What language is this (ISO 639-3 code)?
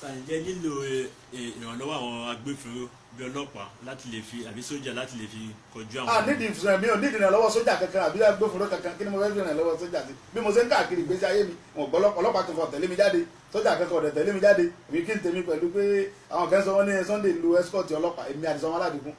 yor